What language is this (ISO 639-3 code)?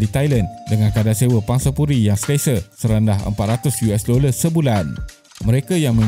msa